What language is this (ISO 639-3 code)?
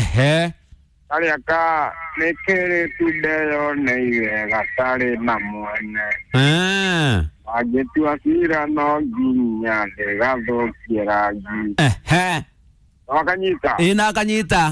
kik